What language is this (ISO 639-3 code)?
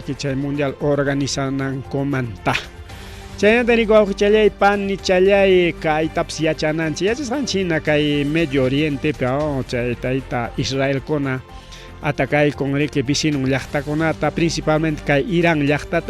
quy